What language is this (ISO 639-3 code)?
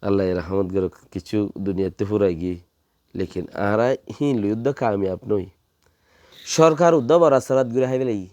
rhg